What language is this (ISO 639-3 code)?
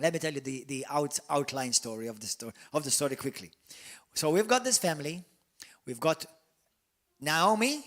eng